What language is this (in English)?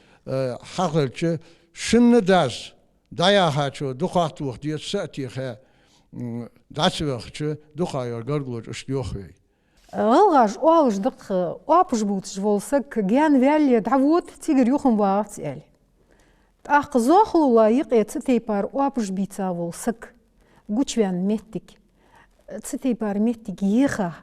Ingush